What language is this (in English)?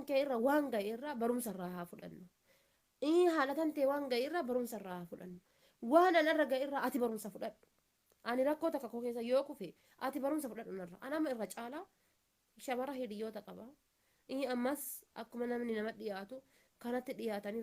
Oromo